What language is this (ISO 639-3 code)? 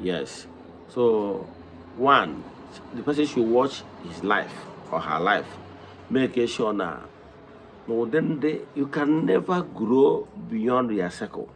ibo